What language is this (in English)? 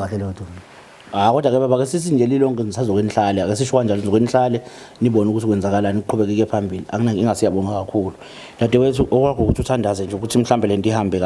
Zulu